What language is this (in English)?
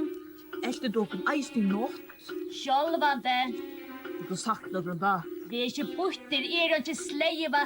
Faroese